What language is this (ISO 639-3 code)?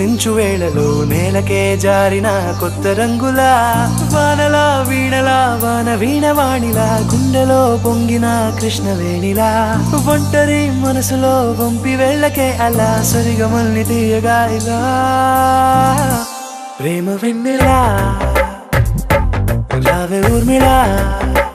tel